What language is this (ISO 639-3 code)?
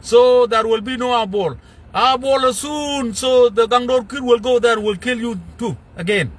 nus